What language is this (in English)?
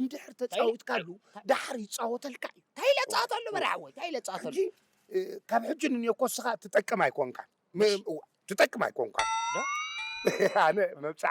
Tigrinya